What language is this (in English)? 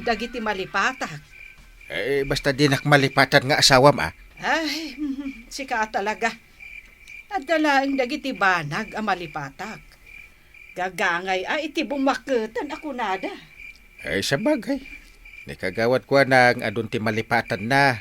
Iloko